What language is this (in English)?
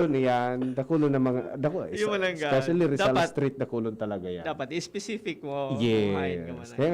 Bikol